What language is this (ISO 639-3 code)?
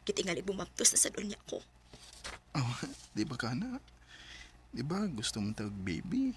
ceb